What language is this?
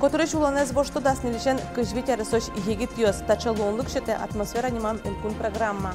Udmurt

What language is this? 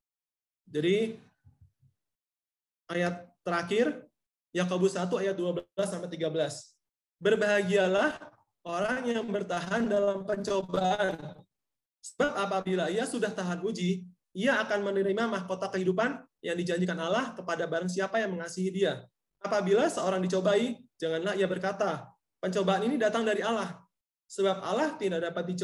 Indonesian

